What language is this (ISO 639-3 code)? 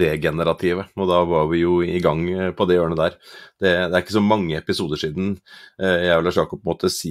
nor